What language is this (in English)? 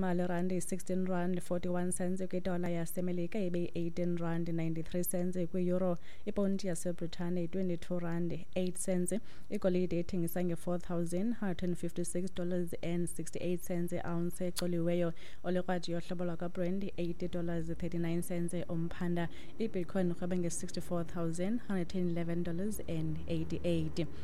Xhosa